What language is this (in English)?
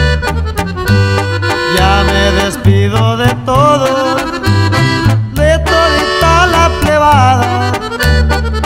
Spanish